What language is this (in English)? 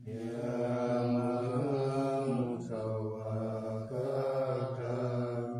Pali